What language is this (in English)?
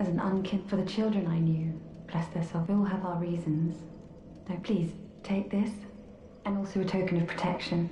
Swiss German